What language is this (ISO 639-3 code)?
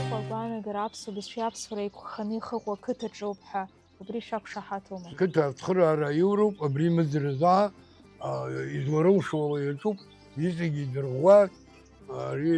abk